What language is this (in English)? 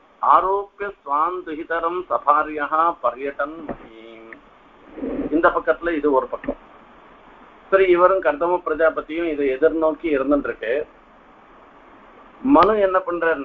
Tamil